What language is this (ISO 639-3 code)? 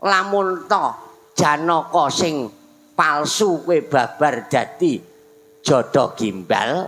jav